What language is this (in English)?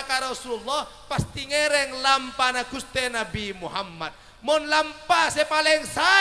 Madurese